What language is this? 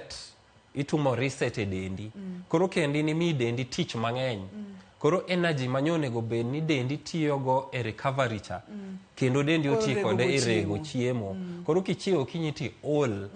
Luo (Kenya and Tanzania)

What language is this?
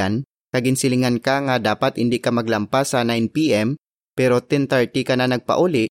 Hiligaynon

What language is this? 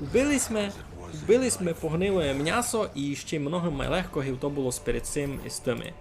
Rusyn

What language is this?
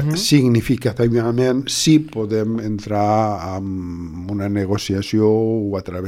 Catalan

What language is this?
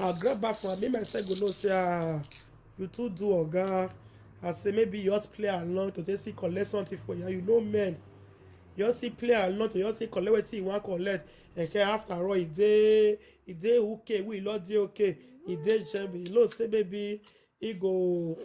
Nigerian Pidgin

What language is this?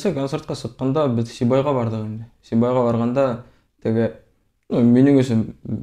Bashkir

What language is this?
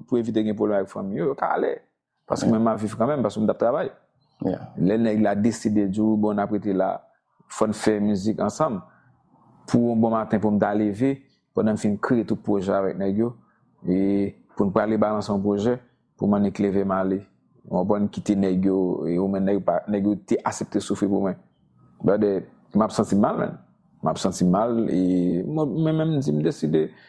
Haitian Creole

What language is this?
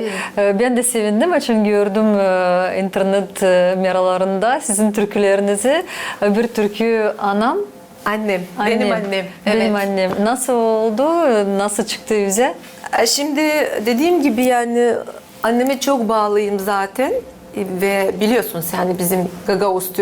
Gagauz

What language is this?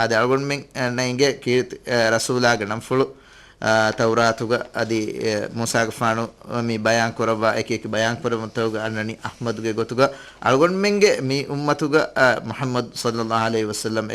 Divehi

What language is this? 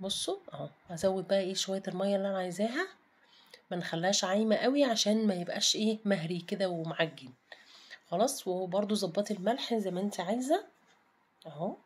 Egyptian Arabic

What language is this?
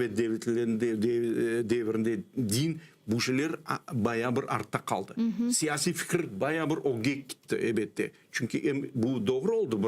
Crimean Tatar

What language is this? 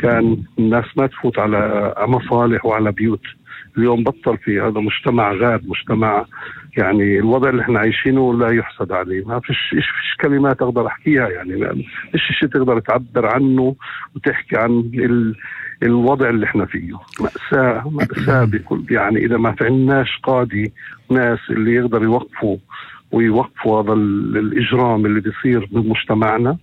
North Levantine Arabic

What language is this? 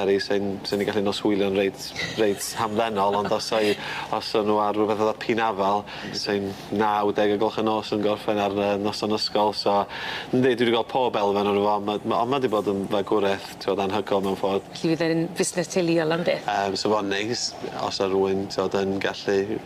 Welsh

